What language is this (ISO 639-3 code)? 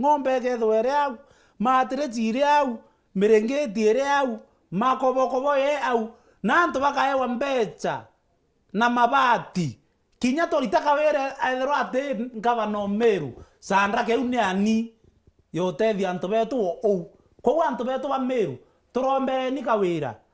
mer